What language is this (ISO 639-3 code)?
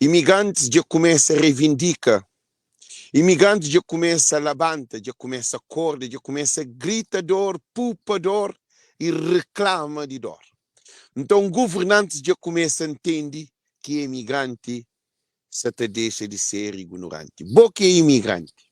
kea